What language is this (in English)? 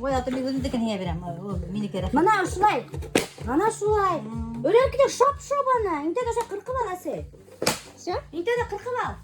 Bashkir